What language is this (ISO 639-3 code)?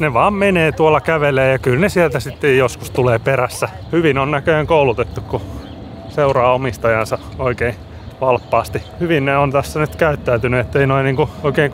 fin